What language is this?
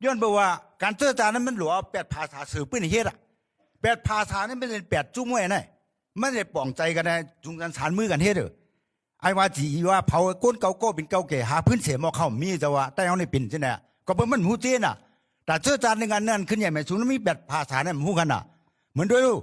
Shan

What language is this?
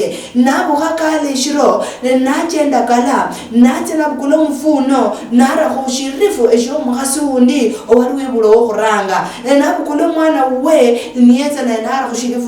Luyia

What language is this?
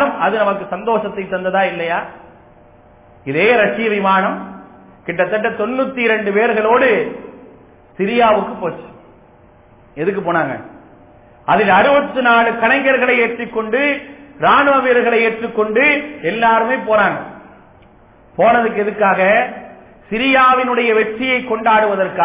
Tamil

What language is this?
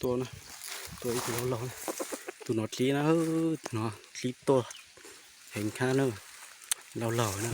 Hmong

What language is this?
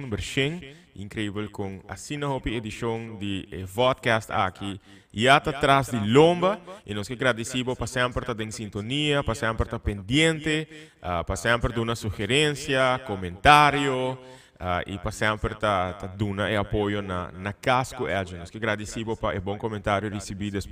Papiamento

